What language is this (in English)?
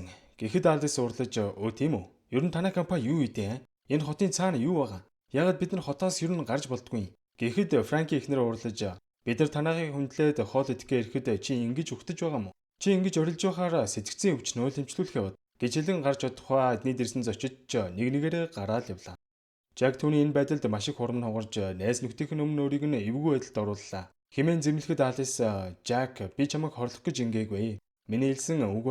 Mongolian